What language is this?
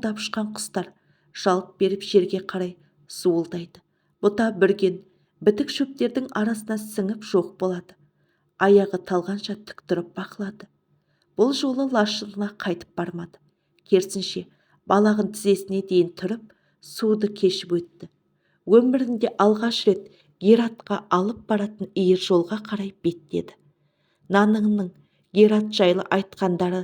Kazakh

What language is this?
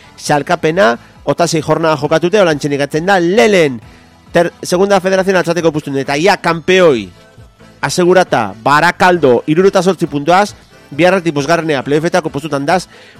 Basque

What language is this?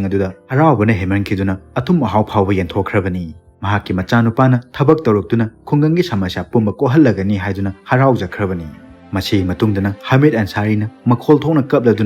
Manipuri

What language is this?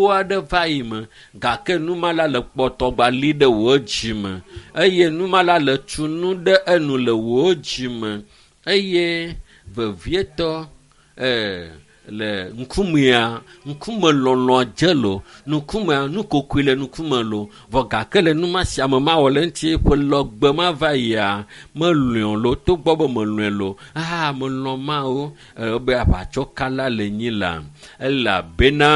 Ewe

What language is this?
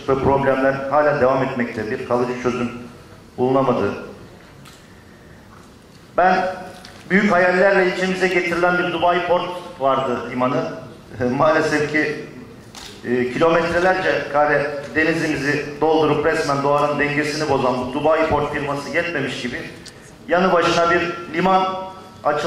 Turkish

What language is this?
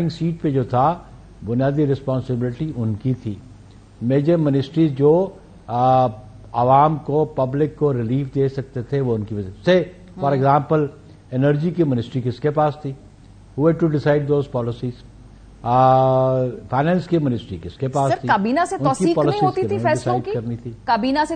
Urdu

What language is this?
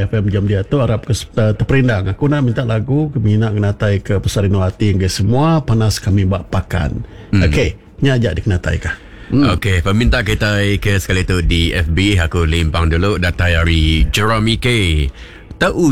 Iban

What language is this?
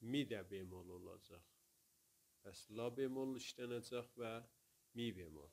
South Azerbaijani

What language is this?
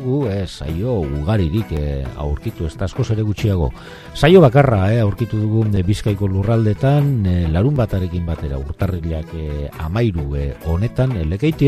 Basque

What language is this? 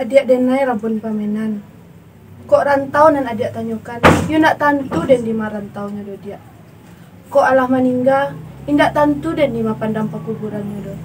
Minangkabau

